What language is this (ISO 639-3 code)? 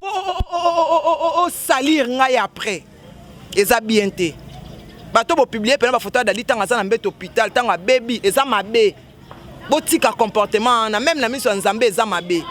lin